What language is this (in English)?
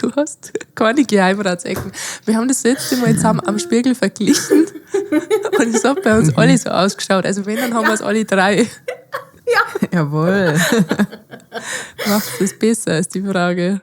Bavarian